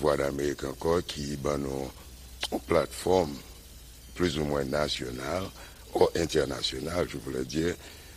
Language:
Haitian Creole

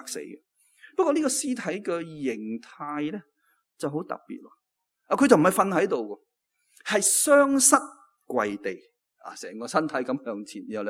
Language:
Cantonese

